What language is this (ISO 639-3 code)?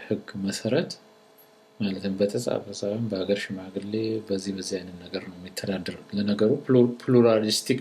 amh